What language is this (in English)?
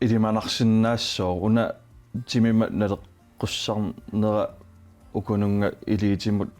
Kalaallisut